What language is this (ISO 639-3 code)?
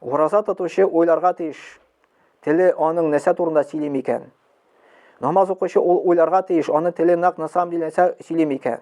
tat